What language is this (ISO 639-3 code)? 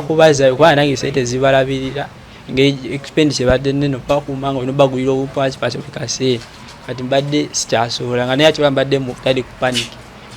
lug